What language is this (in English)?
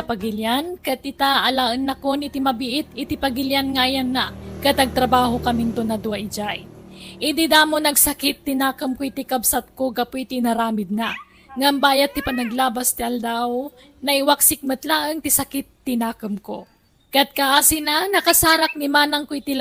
Iloko